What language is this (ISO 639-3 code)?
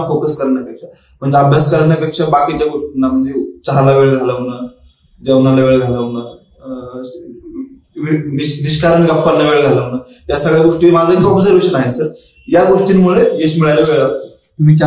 mar